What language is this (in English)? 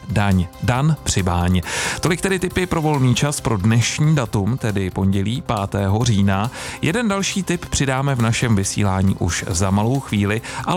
Czech